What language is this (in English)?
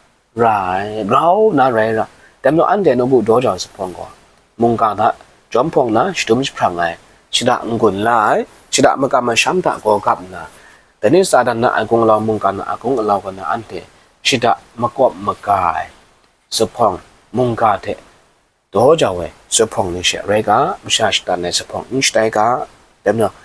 Kachin